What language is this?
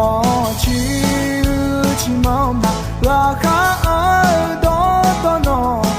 Akha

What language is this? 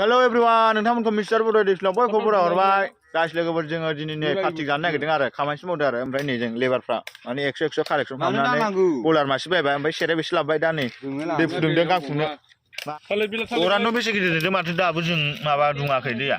Bodo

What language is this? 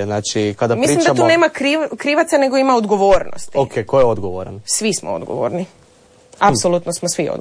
Croatian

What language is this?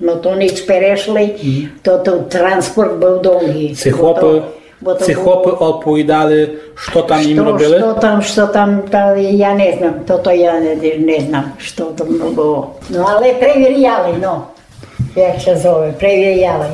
Rusyn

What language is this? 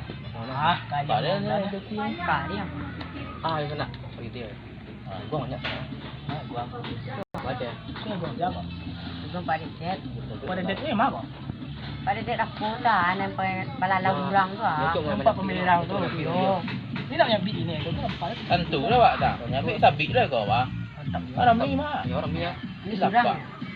Minangkabau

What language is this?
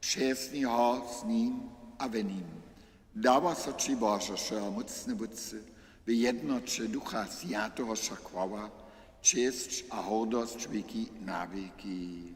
Upper Sorbian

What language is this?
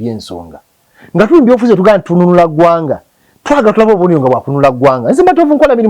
Ganda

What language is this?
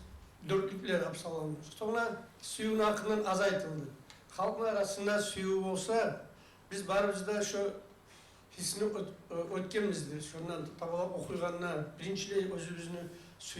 Kumyk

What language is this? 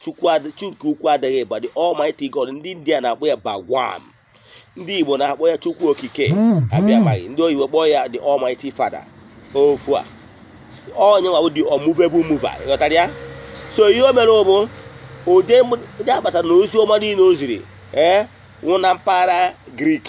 Igbo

